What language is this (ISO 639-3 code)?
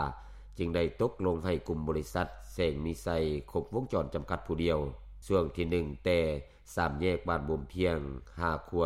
lao